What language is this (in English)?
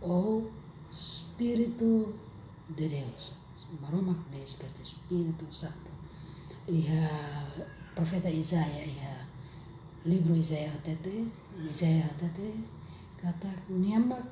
Tetum